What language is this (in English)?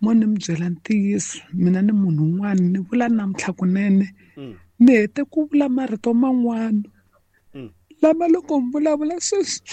Tsonga